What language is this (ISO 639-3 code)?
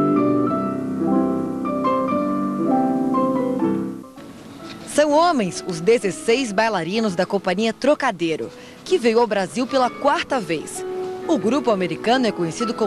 por